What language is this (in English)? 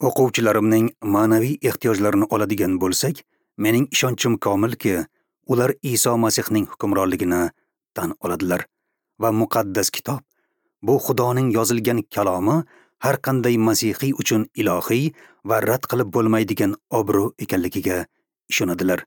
Uzbek